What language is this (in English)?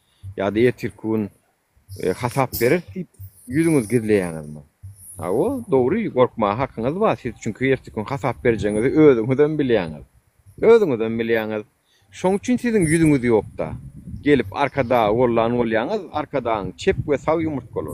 Turkmen